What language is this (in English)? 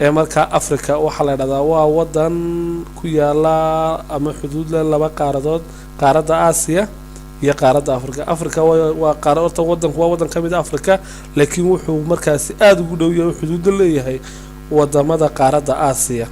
Somali